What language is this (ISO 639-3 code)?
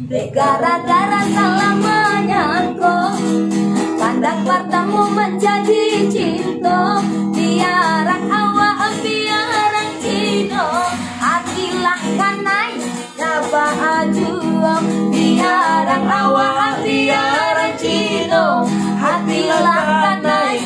min